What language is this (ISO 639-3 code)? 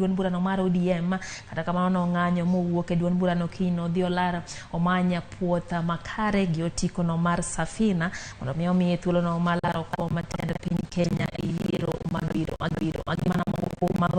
luo